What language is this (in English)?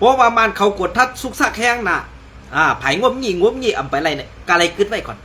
Shan